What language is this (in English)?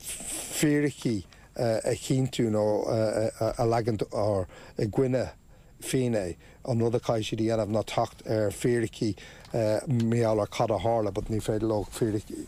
Irish